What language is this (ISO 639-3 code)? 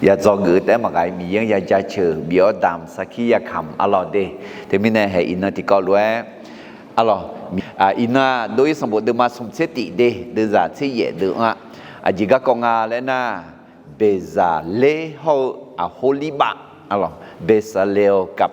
ahk